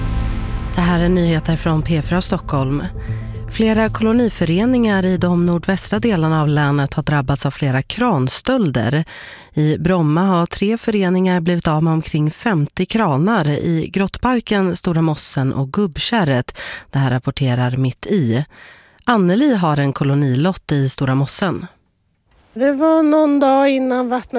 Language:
Swedish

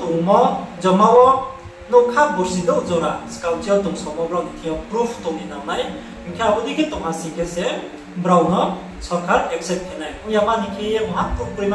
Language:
Riang (India)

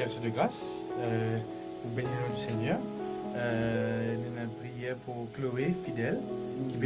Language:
Morisyen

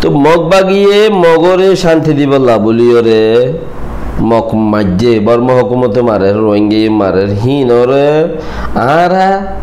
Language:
Rohingya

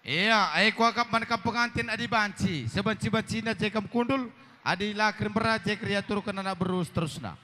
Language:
Batak Karo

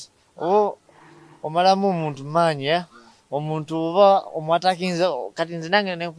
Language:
Ganda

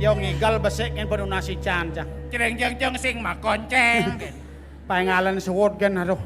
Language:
Balinese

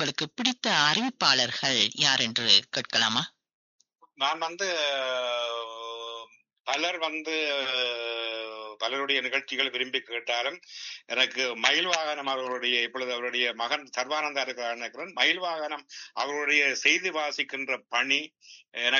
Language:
Tamil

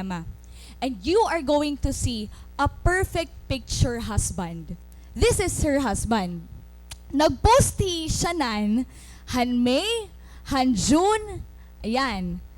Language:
Waray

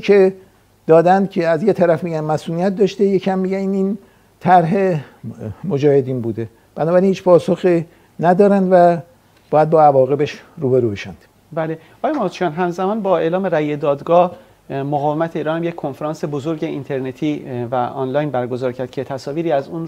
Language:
Persian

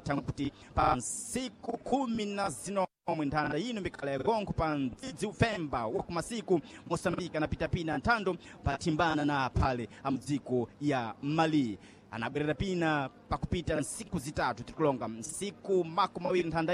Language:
Sena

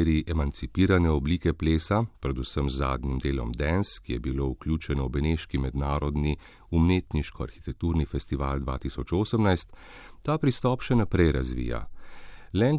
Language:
Slovenian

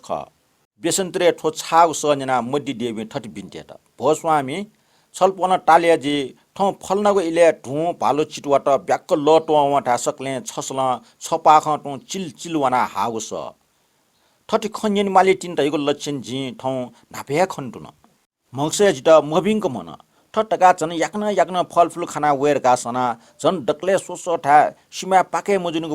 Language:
Newari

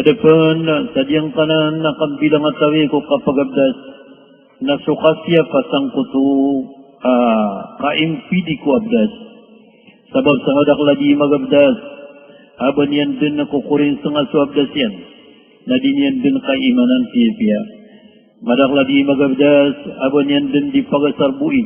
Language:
Maranao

